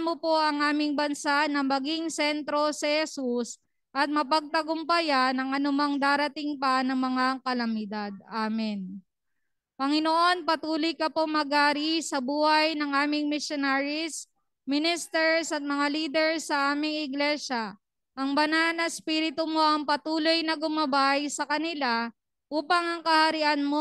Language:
Filipino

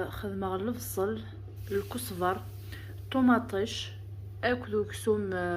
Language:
Kabyle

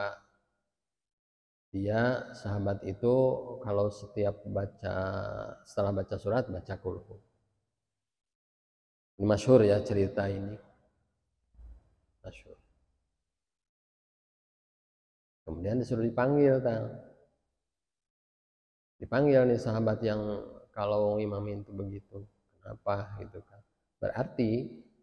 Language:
Indonesian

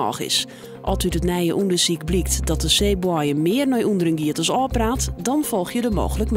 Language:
Western Frisian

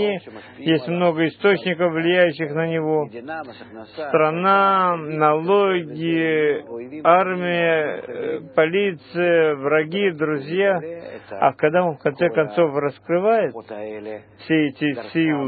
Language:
Russian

